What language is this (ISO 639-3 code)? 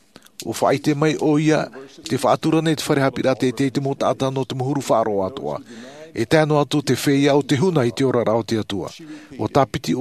tah